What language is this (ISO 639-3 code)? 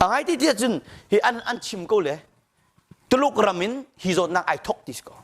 cnh